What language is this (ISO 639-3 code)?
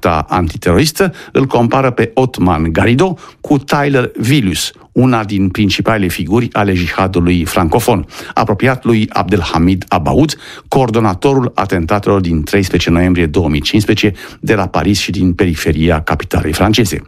ron